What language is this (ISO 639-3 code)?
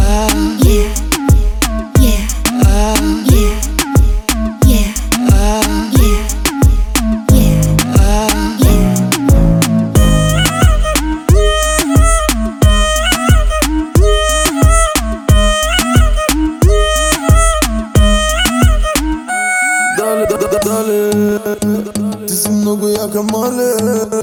bul